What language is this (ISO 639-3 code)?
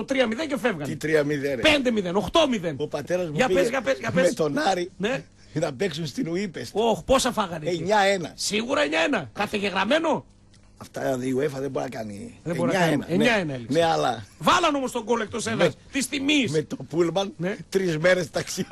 ell